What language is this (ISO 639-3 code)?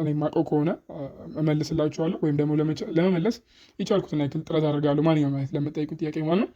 amh